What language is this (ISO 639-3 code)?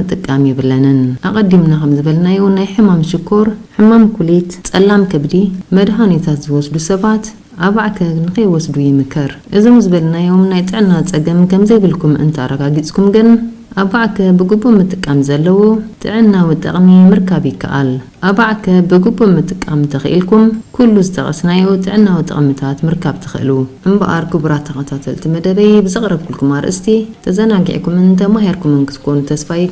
tir